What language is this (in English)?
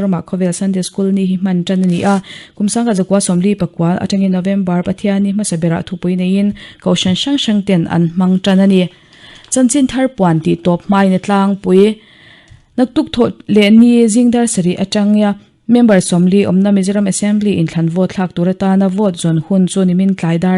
Mizo